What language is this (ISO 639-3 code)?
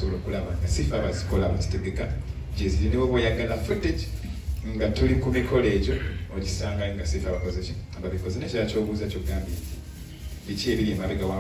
lug